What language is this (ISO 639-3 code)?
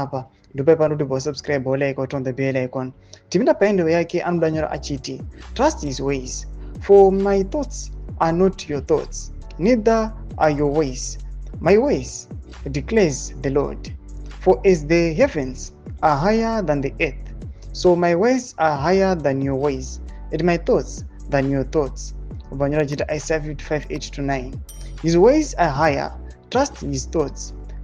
sna